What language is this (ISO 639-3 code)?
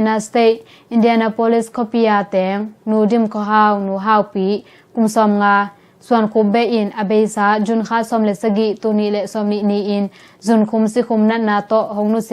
ctd